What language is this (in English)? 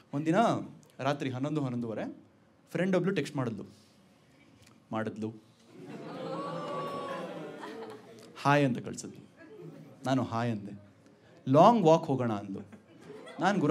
Kannada